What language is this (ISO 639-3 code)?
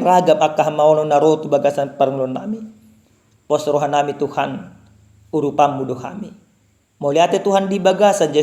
bbc